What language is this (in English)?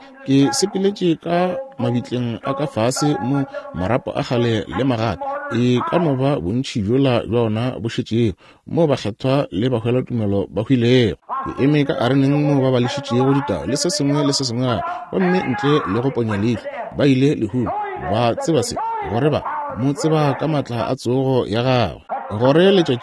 Northern Sotho